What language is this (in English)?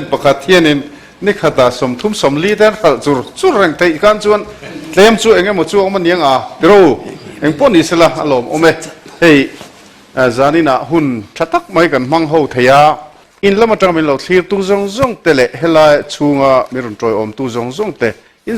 Mizo